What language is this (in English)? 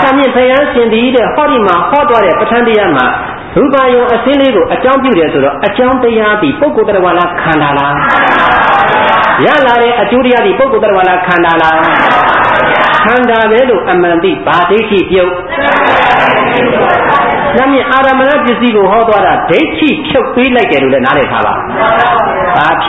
Burmese